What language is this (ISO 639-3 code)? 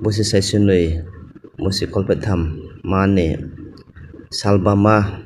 ria